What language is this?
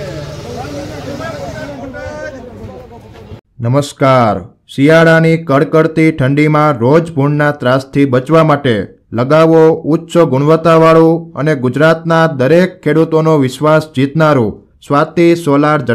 Gujarati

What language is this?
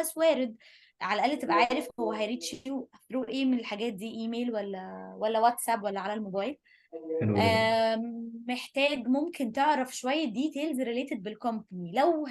Egyptian Arabic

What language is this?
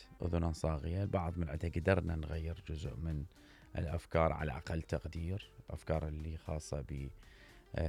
Mesopotamian Arabic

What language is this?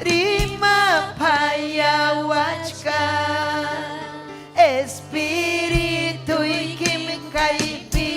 Ayacucho Quechua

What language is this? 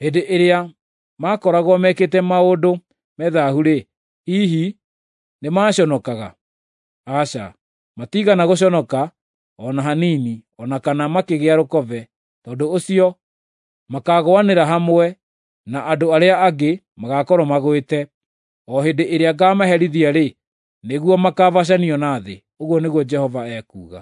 Kikuyu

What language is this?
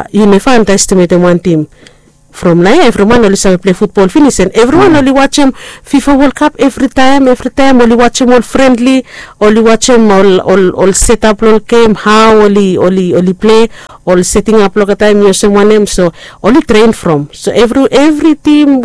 Bislama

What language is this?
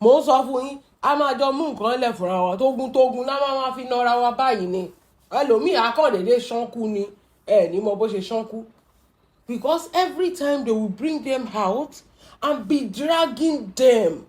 Yoruba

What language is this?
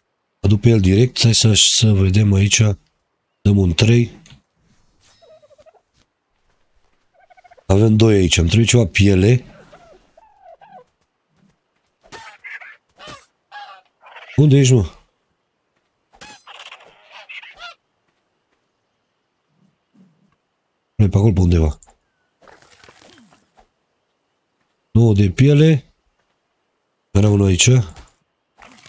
Romanian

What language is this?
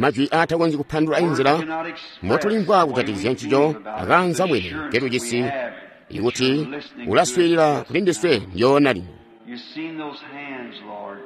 Tonga (Zambia)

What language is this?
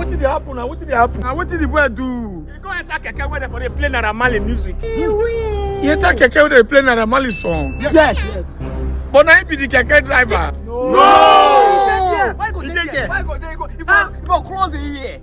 Nigerian Pidgin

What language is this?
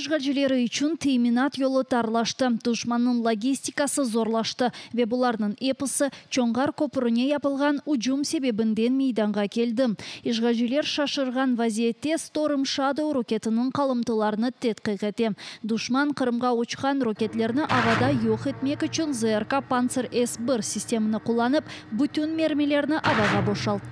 Crimean Tatar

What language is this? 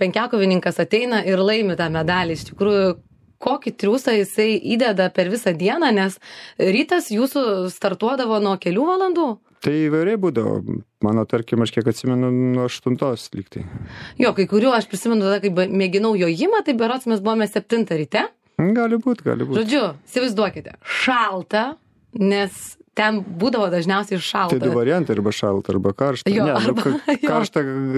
Lithuanian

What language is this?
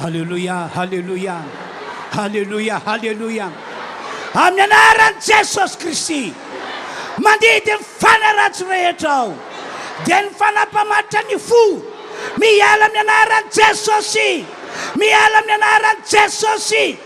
Malagasy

